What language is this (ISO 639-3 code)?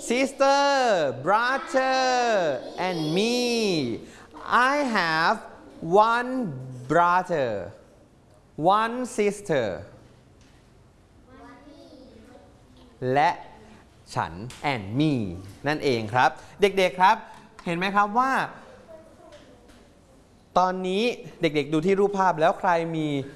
tha